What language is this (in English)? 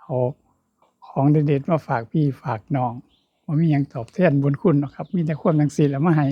Northeastern Thai